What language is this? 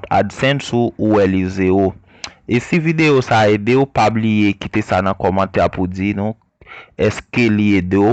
Haitian Creole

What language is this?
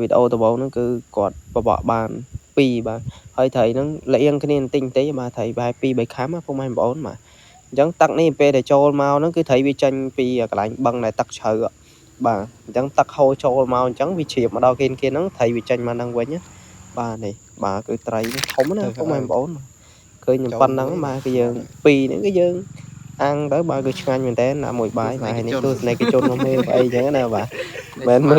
Khmer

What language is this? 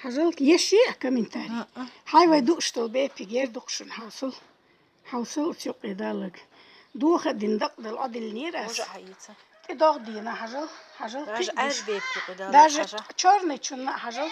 Chechen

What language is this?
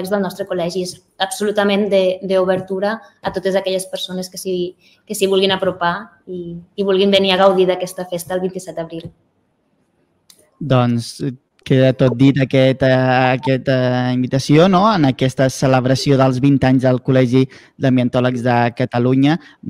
Catalan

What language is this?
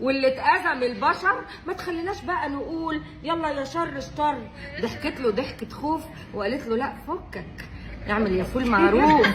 Egyptian Arabic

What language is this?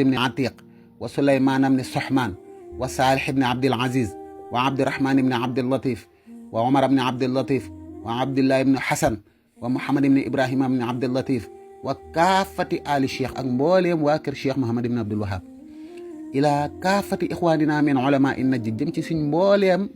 Wolof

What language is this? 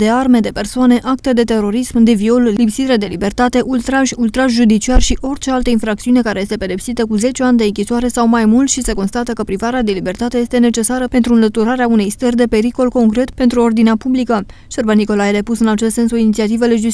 Romanian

